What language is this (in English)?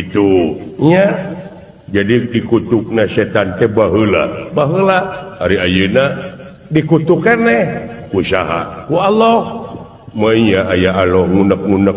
Sundanese